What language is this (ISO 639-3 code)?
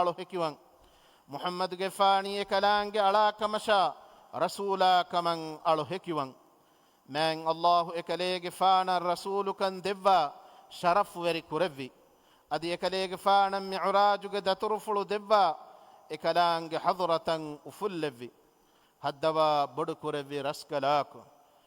div